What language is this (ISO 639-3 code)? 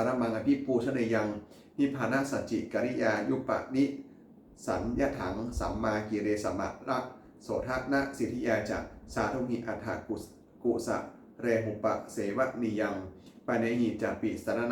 pli